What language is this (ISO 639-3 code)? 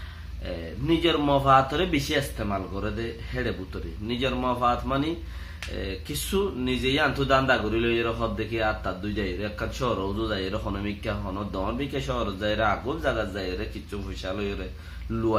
rhg